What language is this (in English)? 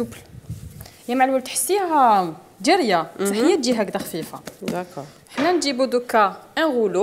Algerian Arabic